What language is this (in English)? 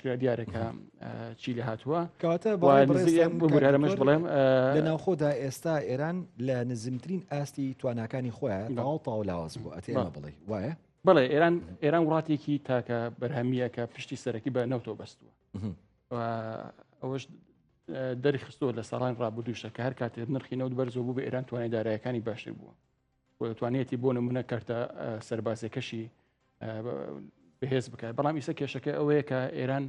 Central Kurdish